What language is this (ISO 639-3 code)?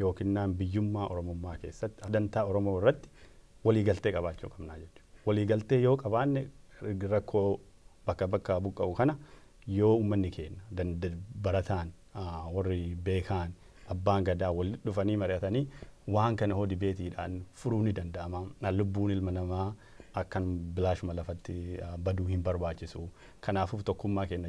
orm